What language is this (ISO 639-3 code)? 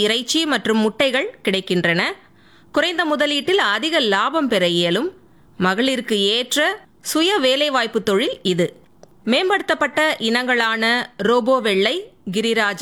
tam